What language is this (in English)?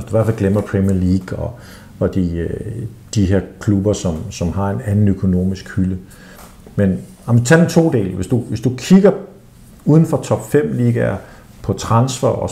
Danish